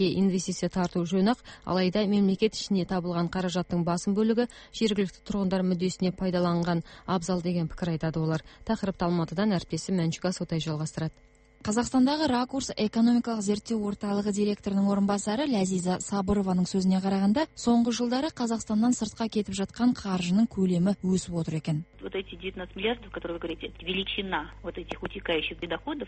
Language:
Kazakh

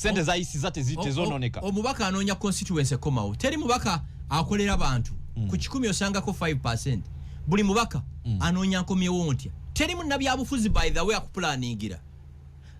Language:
Ganda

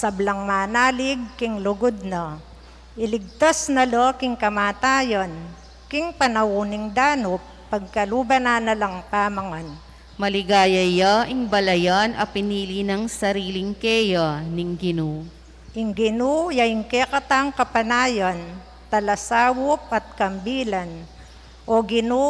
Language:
Pampanga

